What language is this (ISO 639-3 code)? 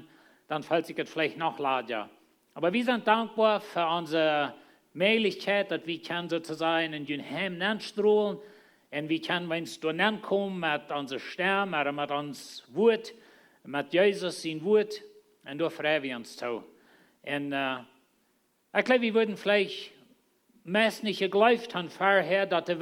pdt